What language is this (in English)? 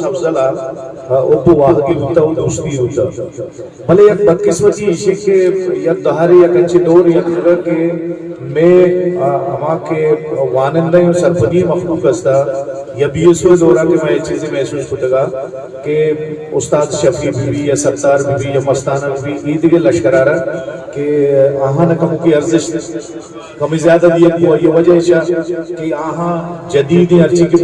Eastern Balochi